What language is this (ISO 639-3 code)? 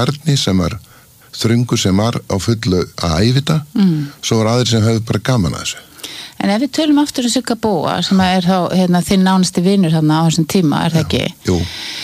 isl